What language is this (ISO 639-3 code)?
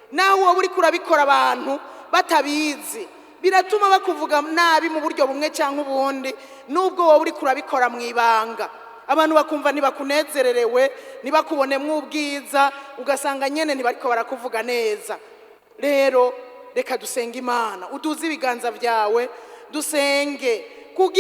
run